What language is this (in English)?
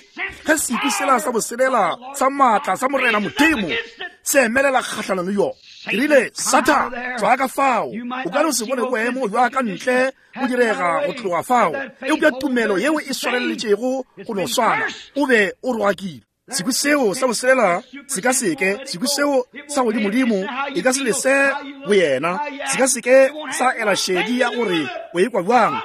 Northern Sotho